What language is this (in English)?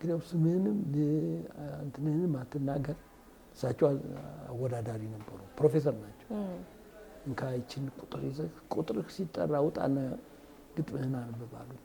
Amharic